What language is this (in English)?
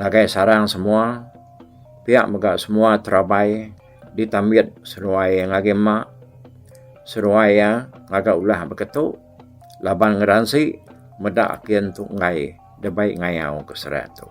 Iban